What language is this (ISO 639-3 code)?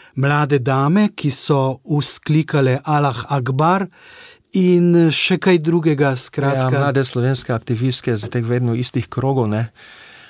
slv